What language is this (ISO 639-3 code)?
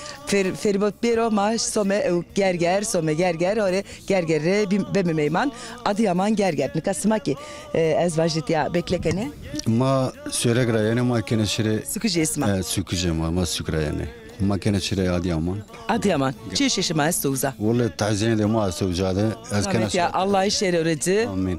zza